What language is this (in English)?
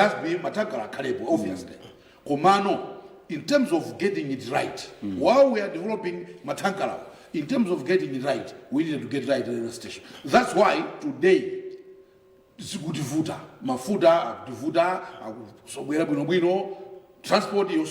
Nyanja